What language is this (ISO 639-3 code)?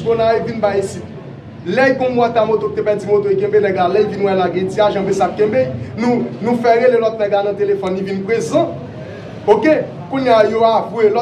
hat